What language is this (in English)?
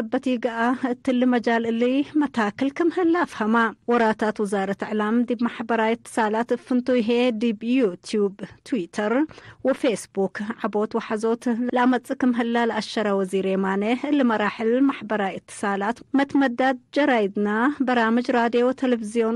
Tigre